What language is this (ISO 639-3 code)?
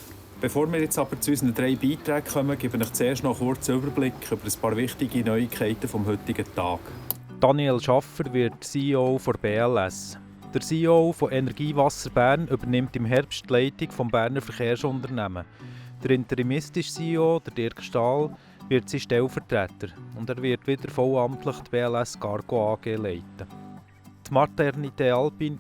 gsw